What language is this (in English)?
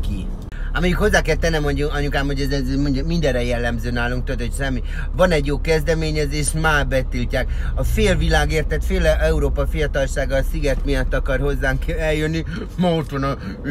Hungarian